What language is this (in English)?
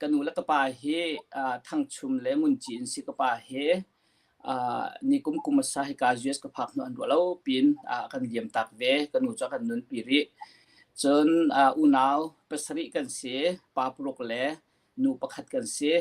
Hakha Chin